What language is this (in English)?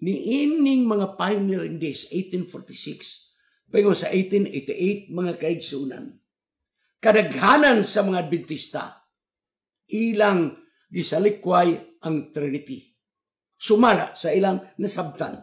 Cebuano